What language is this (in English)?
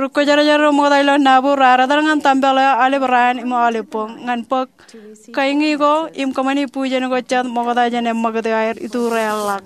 Marshallese